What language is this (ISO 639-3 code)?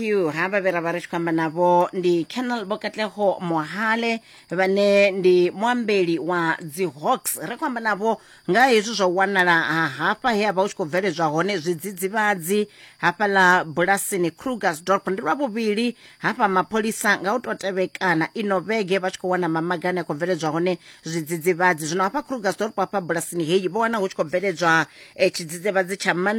ven